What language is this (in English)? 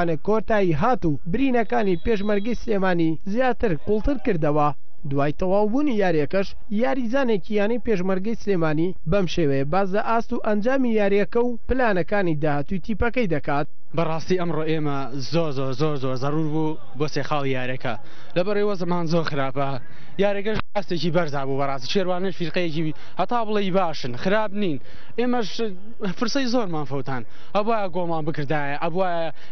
Central Kurdish